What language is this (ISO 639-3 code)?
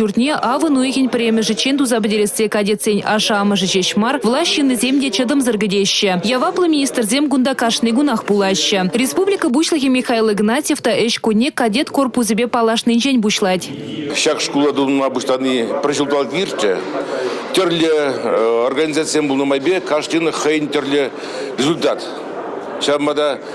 chv